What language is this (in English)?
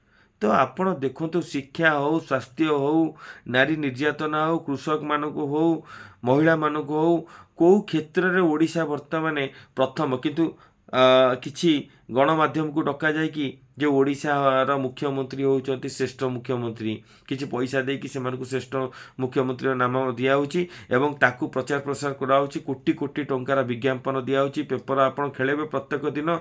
Odia